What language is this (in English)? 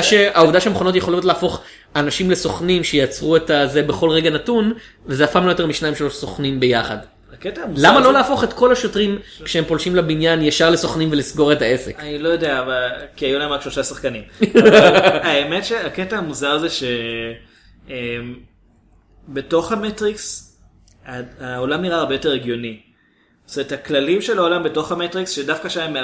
Hebrew